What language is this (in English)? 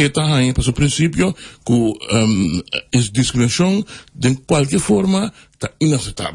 Papiamento